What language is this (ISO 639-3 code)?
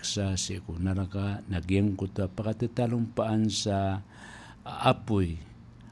mrw